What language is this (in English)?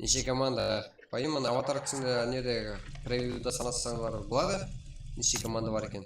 Kara-Kalpak